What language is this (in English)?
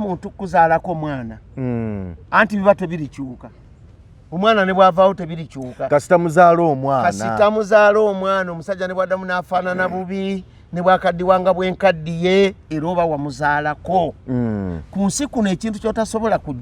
Ganda